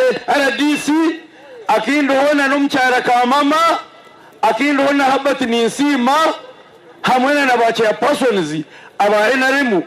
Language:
Nyankole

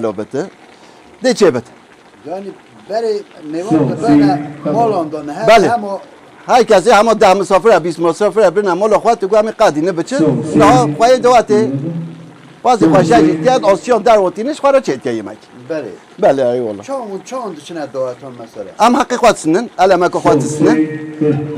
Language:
Kurdish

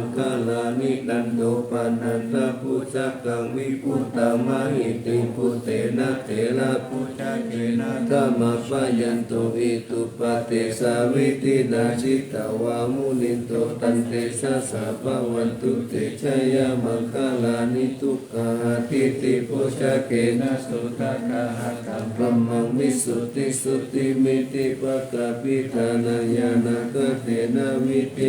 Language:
Pali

